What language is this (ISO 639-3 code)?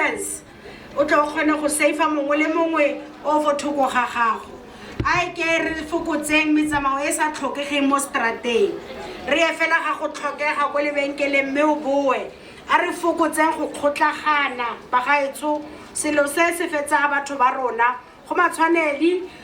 tsn